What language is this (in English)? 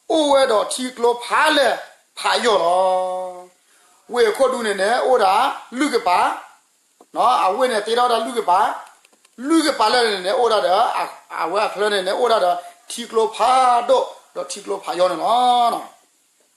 S'gaw Karen